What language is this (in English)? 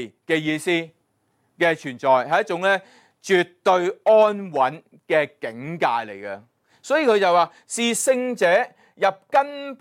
Cantonese